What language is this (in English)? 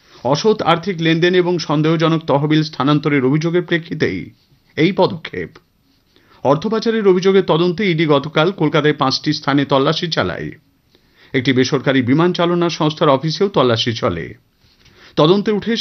Bangla